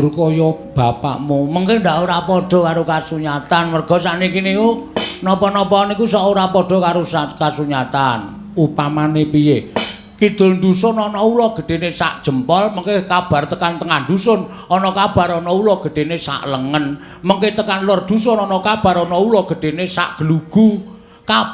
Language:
Javanese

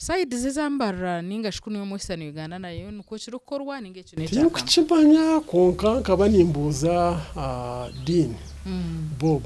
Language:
Nyankole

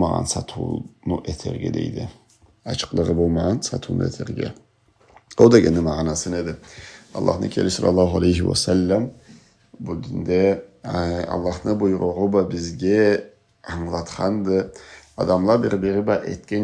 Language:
Karachay-Balkar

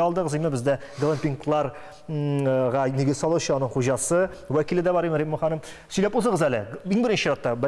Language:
Tatar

